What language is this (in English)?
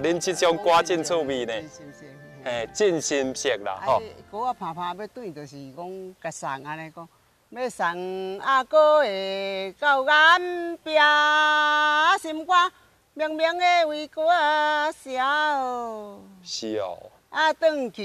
Min Nan Chinese